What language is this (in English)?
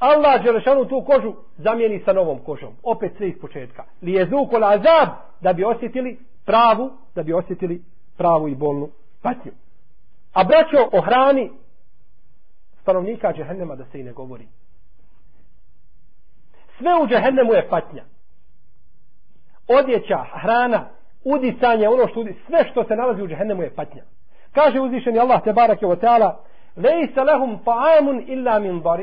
Bosnian